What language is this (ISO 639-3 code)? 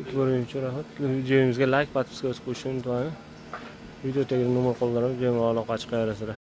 uzb